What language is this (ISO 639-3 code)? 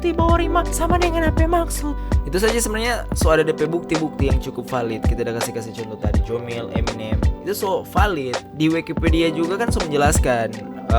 xmm